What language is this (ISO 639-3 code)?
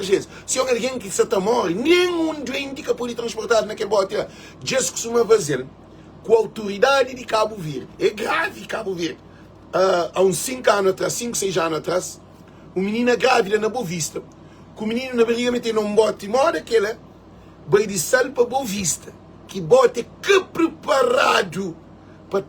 kea